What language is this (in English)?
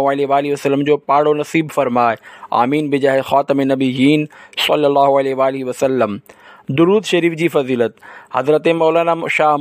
Sindhi